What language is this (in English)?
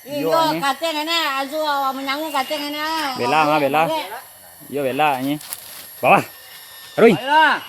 Minangkabau